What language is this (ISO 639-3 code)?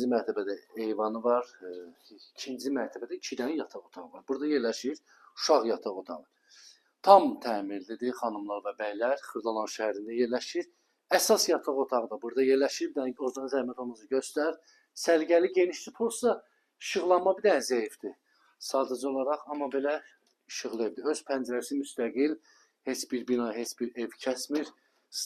aze